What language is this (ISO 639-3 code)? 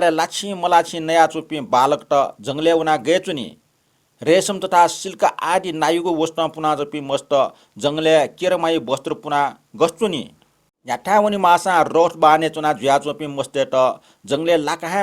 new